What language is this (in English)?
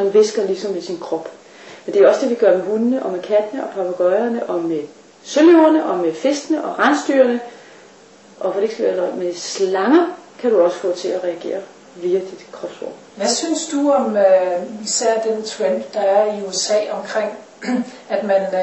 Danish